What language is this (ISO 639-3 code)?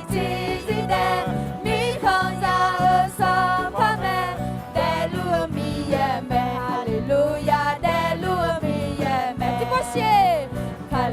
ahk